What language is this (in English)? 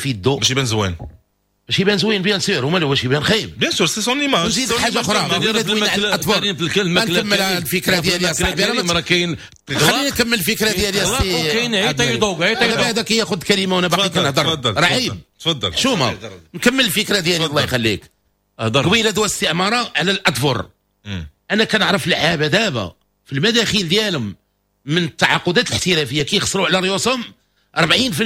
Moroccan Arabic